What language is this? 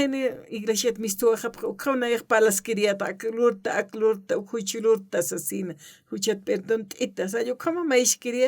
Aymara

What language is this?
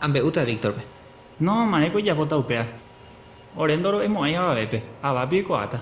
Guarani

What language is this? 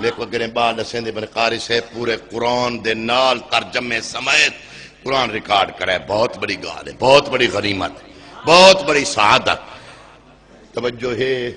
Saraiki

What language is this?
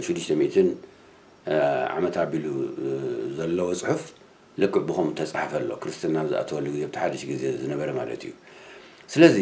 Tigrinya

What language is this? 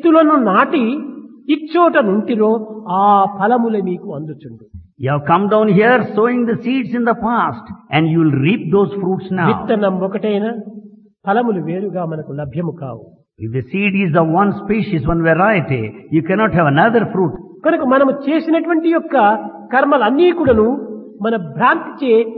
Telugu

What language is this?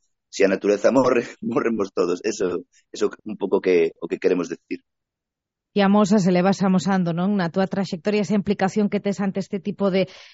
Galician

